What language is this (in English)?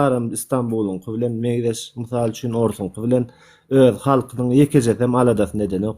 Turkmen